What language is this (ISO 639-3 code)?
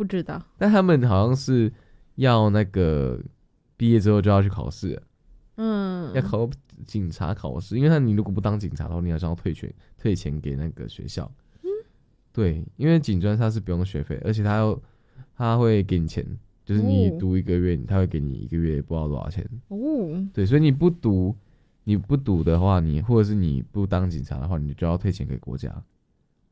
zho